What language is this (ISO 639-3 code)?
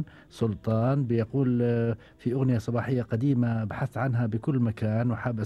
afb